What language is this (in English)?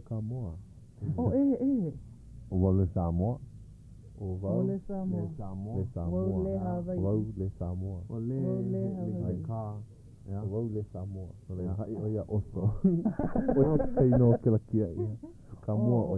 Hawaiian